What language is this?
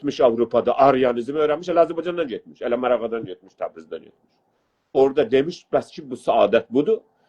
South Azerbaijani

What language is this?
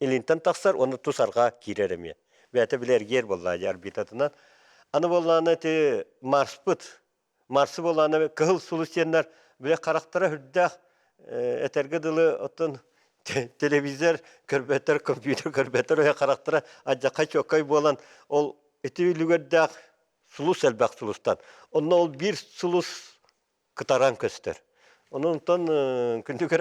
Yakut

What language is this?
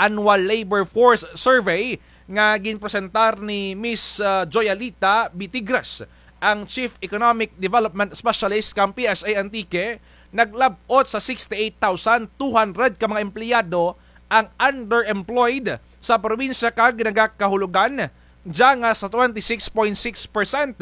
Kinaray-a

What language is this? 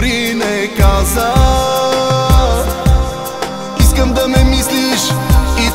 Bulgarian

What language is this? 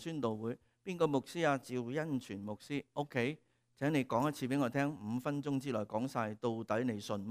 Cantonese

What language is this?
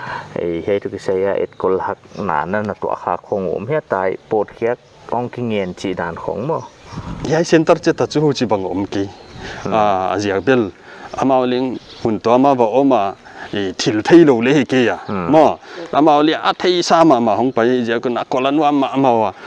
Paite Chin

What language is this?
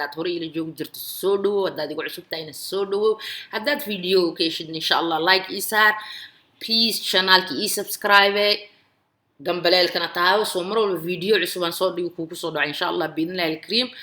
Somali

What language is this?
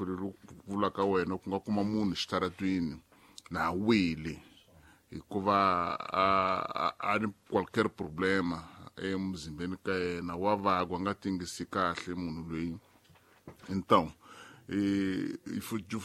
Tsonga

